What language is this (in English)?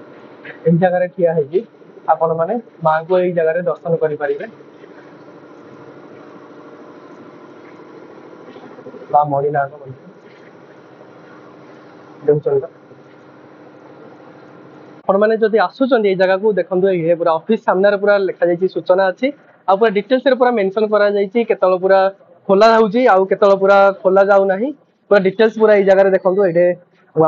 Odia